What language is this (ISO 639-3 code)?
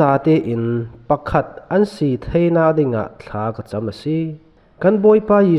cfm